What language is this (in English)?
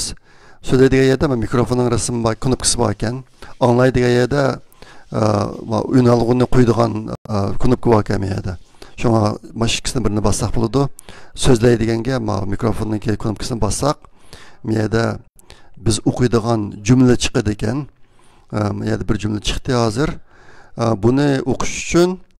Uyghur